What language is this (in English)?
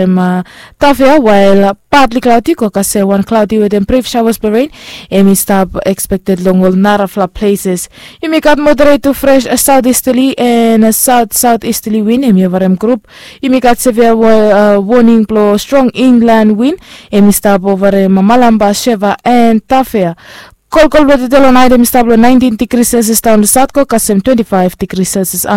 Bislama